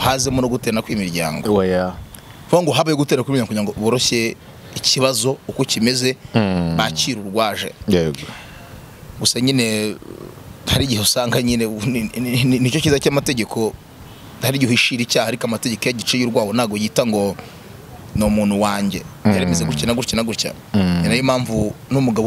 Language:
Kinyarwanda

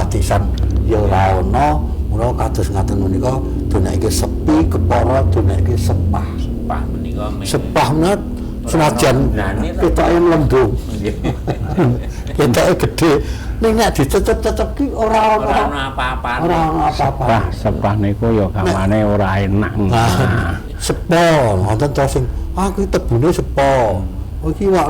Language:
Javanese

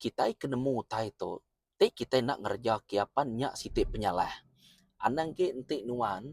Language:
Iban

